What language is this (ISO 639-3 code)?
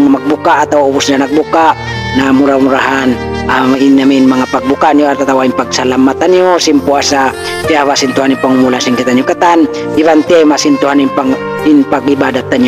tsg